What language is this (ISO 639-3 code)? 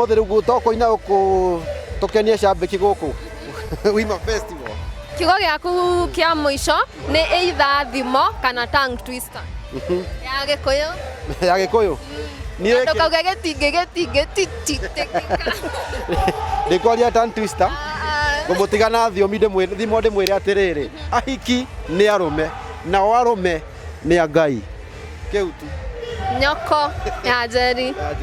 kik